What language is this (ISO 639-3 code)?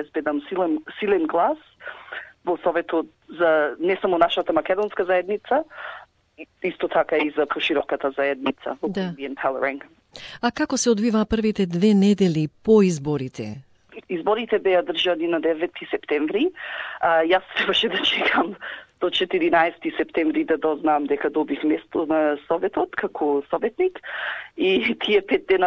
mkd